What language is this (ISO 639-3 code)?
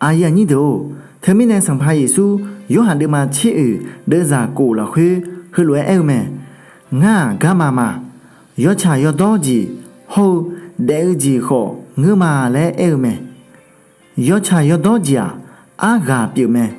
ahk